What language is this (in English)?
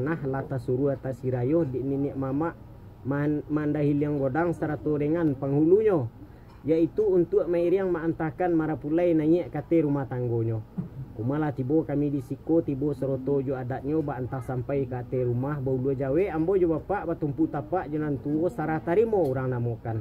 Minangkabau